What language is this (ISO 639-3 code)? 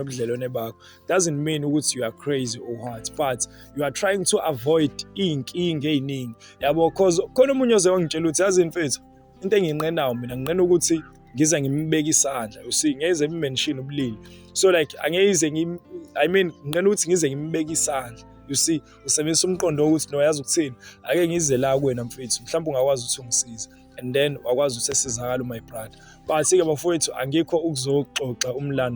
zul